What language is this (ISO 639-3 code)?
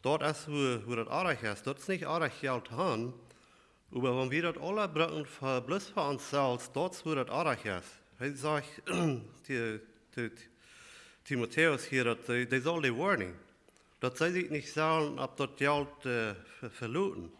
pdt